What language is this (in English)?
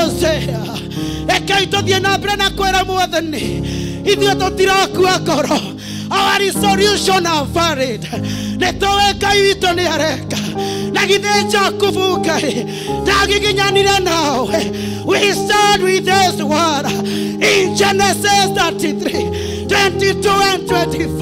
Kikuyu